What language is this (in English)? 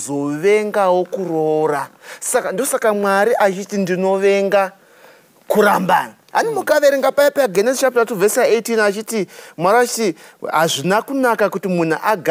Shona